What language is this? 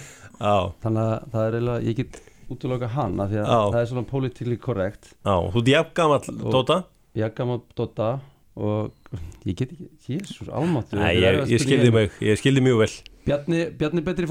Icelandic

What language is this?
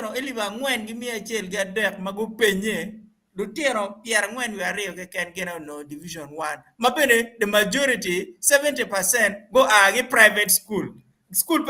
Acoli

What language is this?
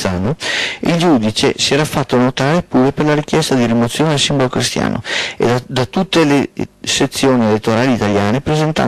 Italian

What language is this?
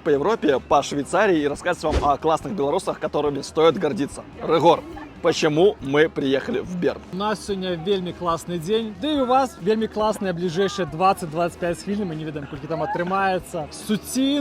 Belarusian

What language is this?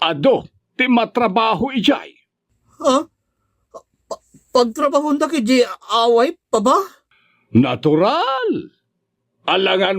Iloko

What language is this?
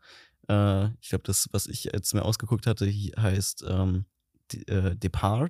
German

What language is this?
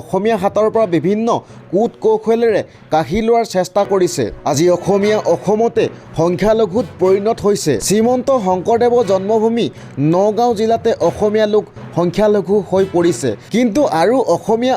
Assamese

